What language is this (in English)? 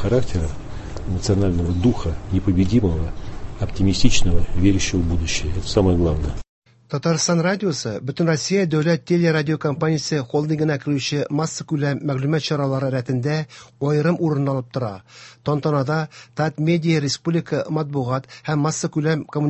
Tatar